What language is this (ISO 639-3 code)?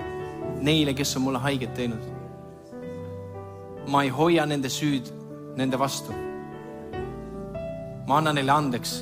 est